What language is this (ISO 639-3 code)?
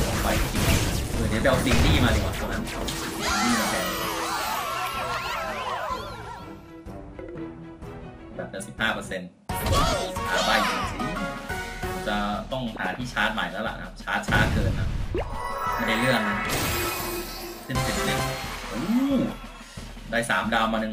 tha